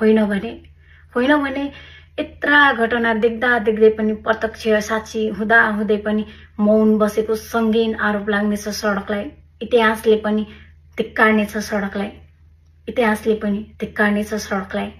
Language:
Nepali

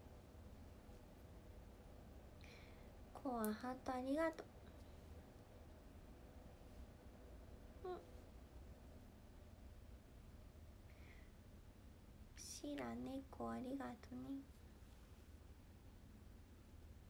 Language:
Japanese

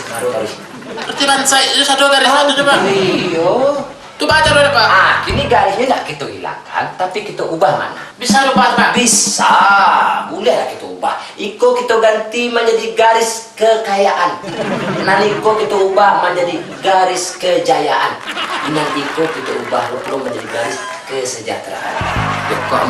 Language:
Minangkabau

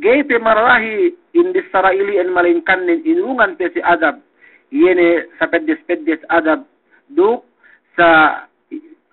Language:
Yakan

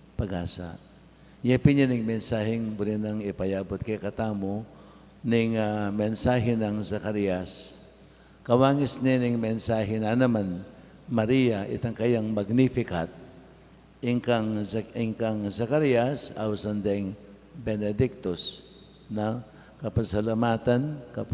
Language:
Pampanga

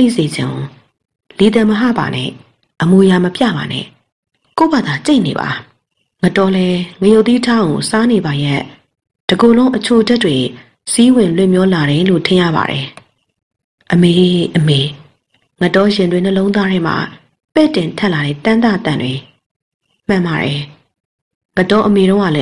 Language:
Burmese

